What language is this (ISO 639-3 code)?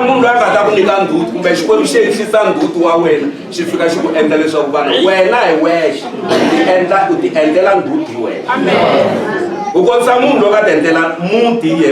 tso